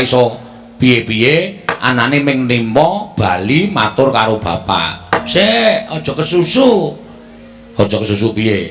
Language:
Javanese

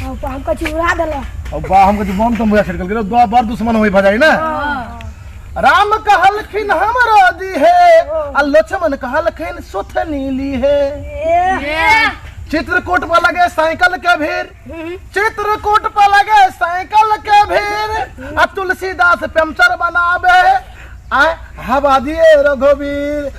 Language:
Maithili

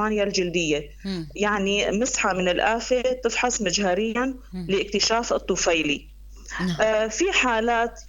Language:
North Levantine Arabic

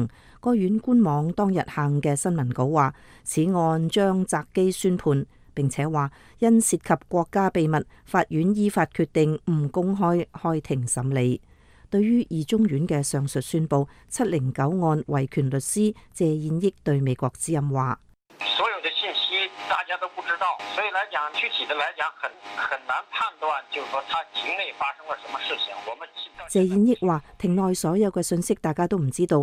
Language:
Cantonese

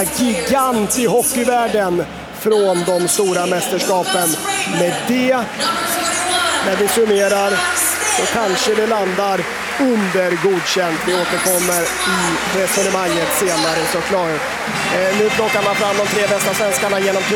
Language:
Swedish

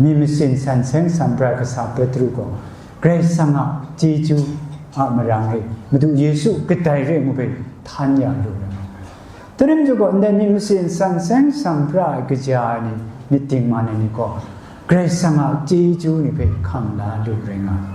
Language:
Kachin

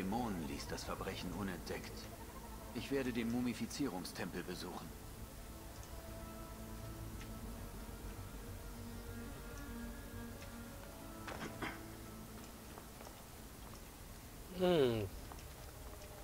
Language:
German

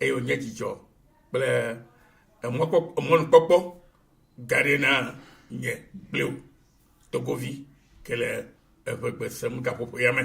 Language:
Ewe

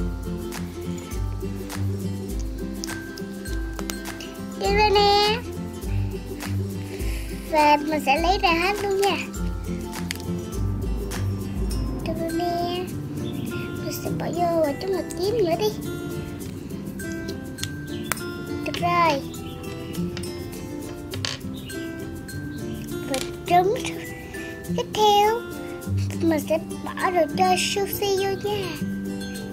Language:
Vietnamese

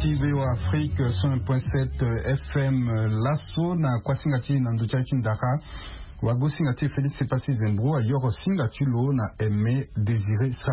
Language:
Sango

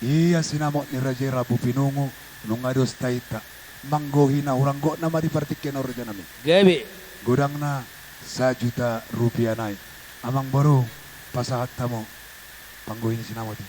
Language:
Batak Toba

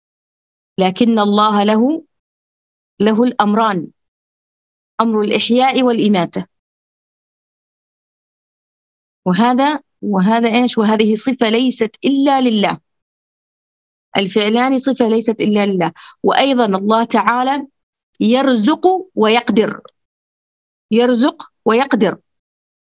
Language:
Arabic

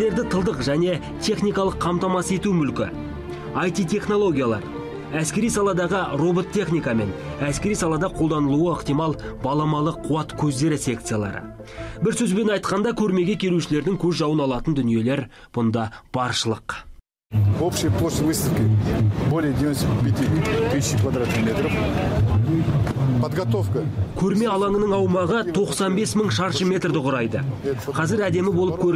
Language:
Kazakh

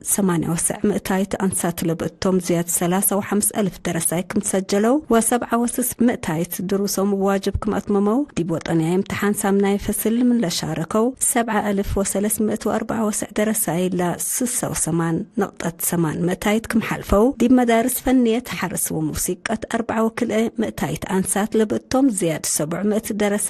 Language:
Tigre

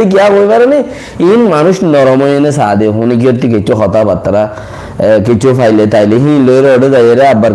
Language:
Rohingya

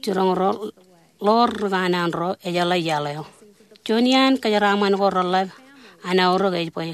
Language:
Marshallese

